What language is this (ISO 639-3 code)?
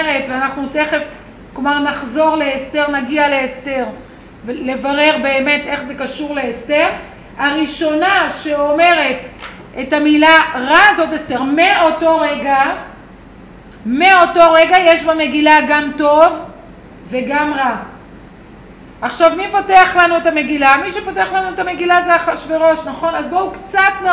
heb